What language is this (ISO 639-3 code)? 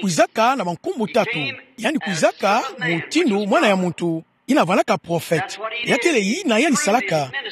ktu